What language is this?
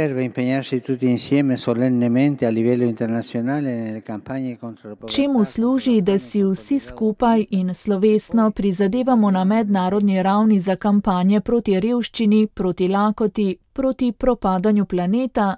Slovenian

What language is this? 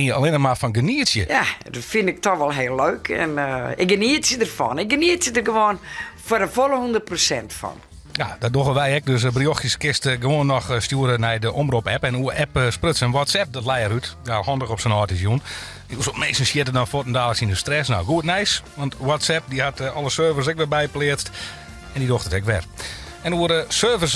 Western Frisian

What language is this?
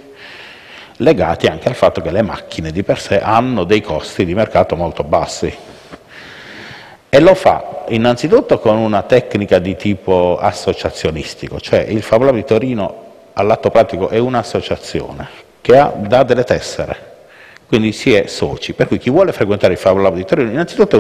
Italian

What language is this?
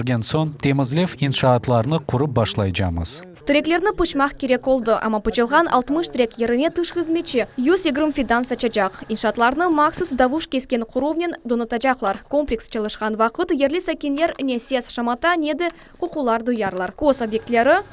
Crimean Tatar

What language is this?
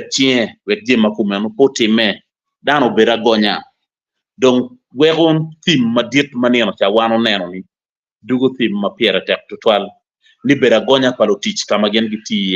Acoli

